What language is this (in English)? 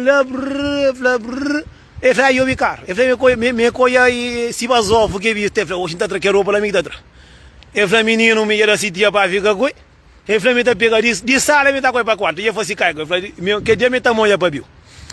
Kabuverdianu